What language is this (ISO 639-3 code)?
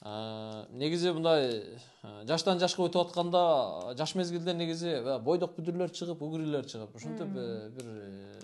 kir